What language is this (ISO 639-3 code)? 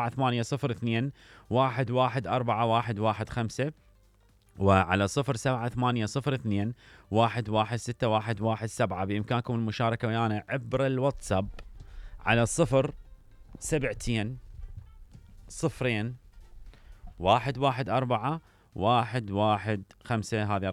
acm